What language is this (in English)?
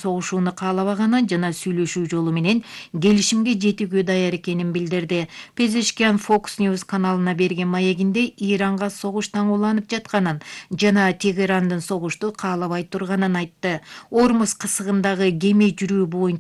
Kyrgyz